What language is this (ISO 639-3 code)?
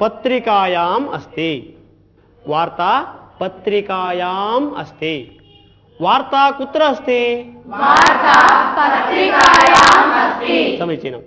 san